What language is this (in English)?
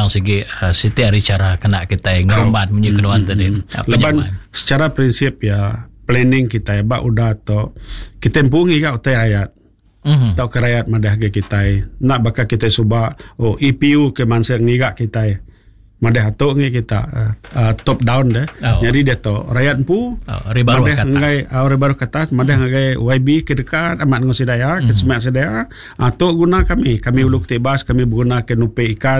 Iban